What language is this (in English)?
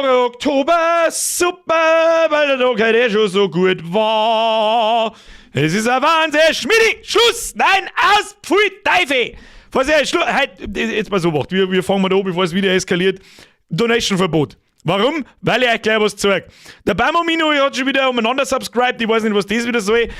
Bavarian